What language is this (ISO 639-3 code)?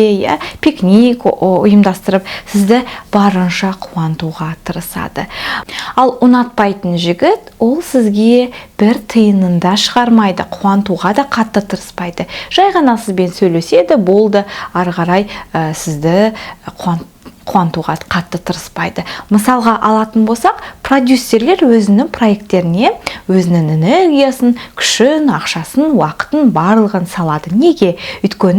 kaz